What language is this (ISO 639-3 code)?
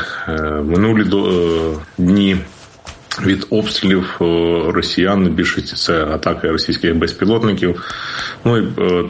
ukr